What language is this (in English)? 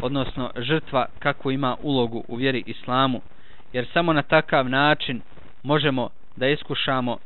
Bosnian